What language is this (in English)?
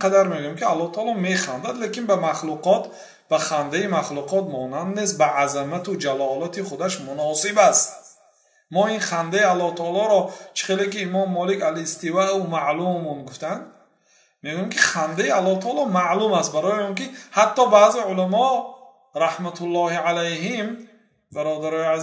Persian